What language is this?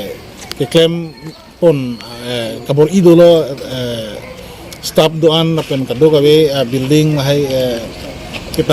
Karbi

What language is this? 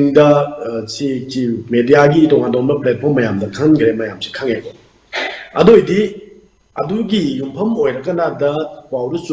Manipuri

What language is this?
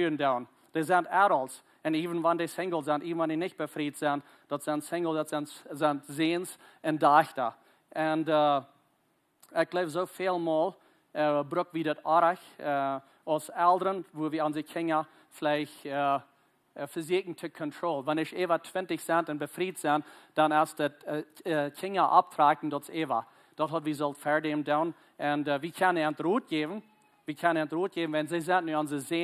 Plautdietsch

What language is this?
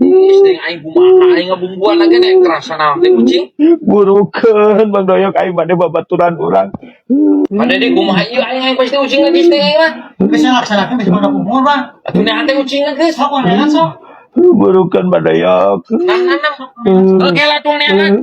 Sundanese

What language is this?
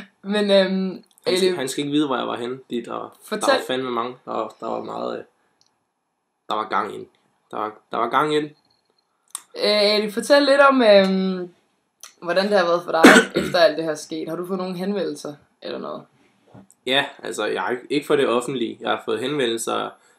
Danish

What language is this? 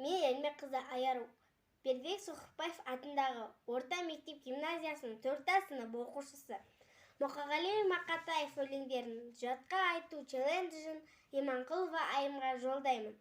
Kazakh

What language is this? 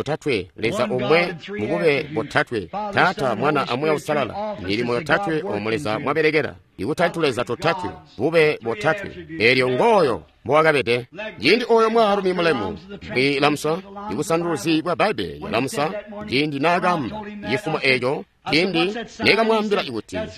Tonga (Zambia)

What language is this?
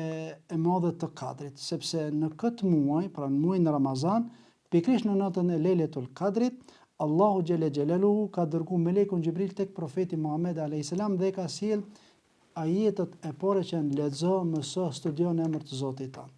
Albanian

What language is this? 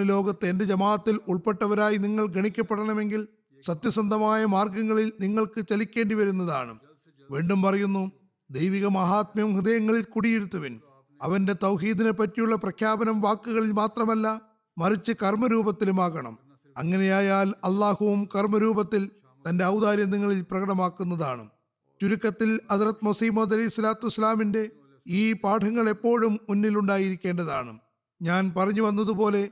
Malayalam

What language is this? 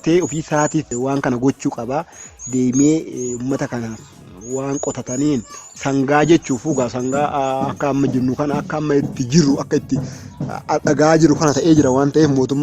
Oromo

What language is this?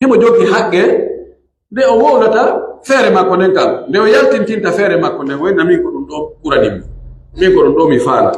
Pular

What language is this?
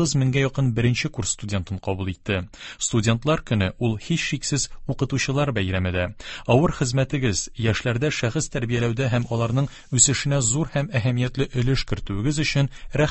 Tatar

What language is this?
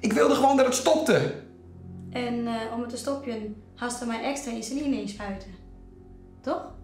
Western Frisian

